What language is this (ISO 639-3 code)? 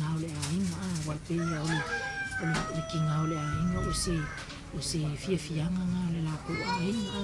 smo